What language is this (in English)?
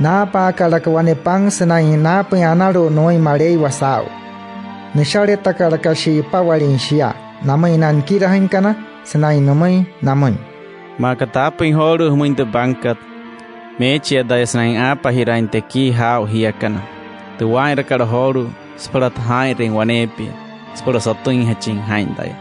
Wayuu